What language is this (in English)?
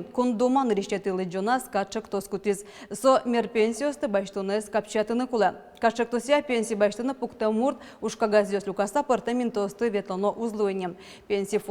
Udmurt